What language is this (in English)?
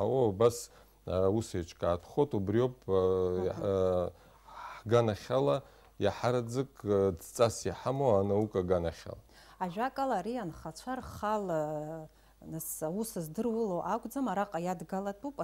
Abkhazian